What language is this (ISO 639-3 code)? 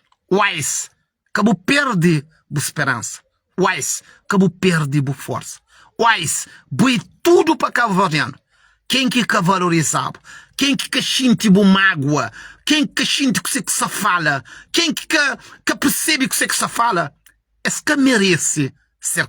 kea